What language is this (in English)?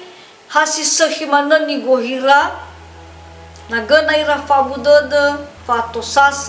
Nias